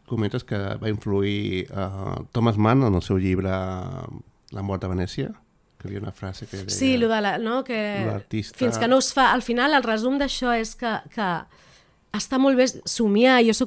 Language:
Catalan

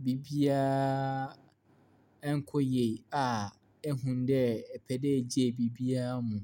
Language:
Akan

